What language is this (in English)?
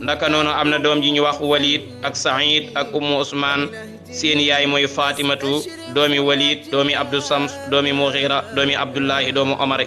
Wolof